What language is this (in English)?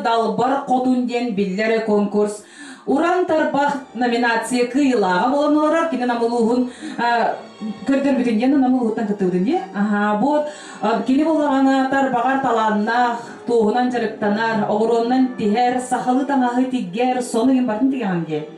Yakut